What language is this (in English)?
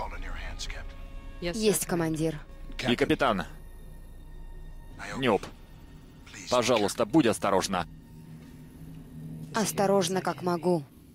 Russian